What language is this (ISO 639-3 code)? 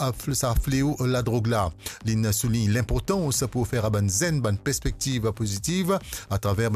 mfe